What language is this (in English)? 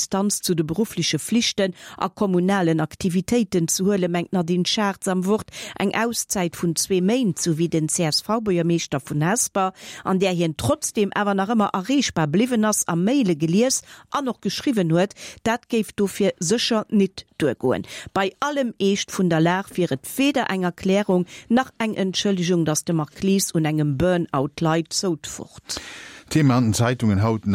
Luxembourgish